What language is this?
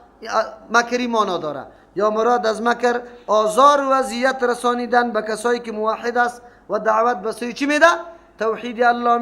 Persian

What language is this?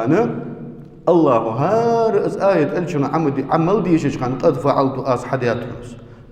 Ingush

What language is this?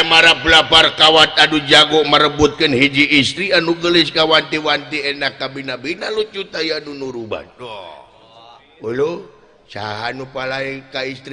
Sundanese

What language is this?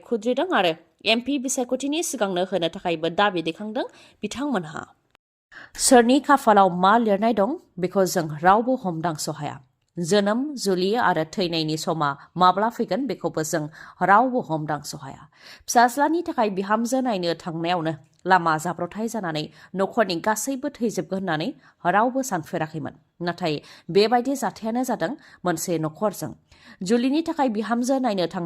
Bodo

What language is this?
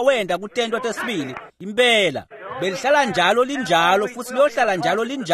Swati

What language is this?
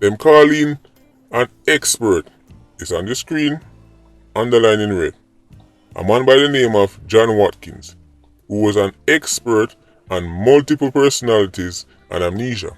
Jamaican Creole English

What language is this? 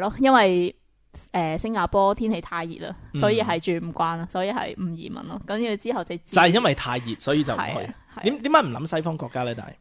Cantonese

